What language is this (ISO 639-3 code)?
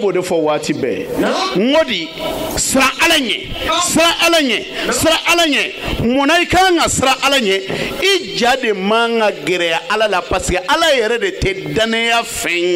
bam